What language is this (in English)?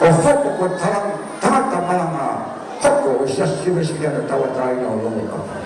Tongan